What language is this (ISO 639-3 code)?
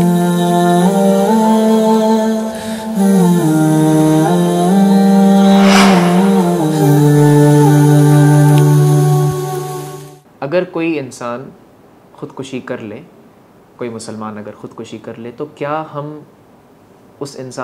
urd